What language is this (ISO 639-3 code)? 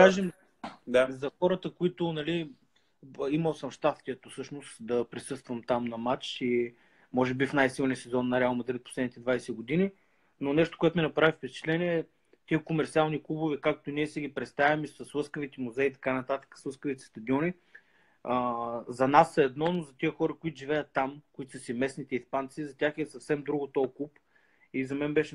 bul